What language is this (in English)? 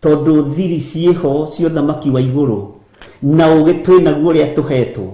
Kikuyu